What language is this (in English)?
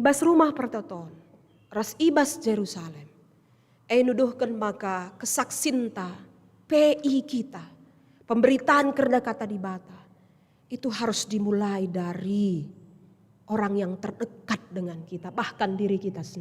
Batak Karo